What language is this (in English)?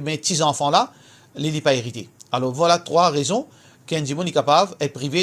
Morisyen